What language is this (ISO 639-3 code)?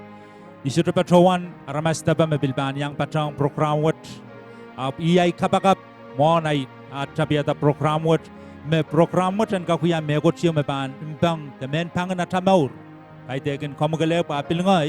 pon